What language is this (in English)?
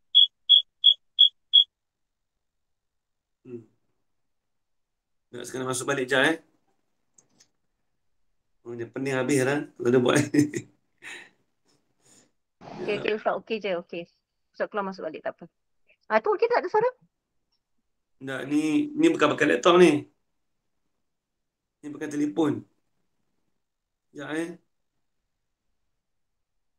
Malay